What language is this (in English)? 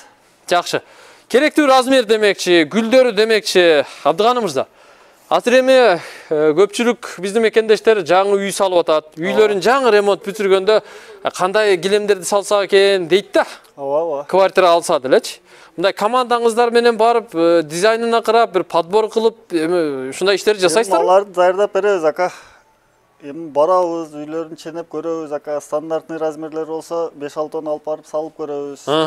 Kyrgyz